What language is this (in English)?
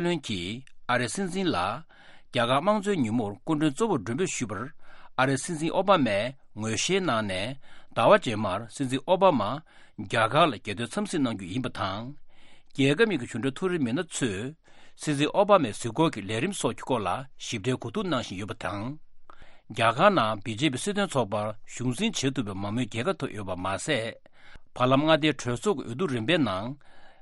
Tibetan